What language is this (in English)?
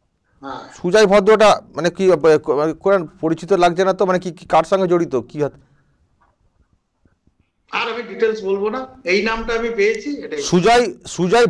Bangla